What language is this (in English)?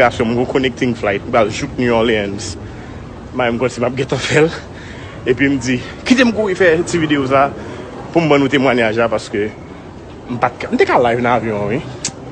Haitian Creole